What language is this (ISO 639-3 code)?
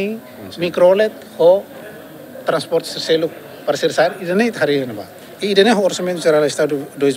tet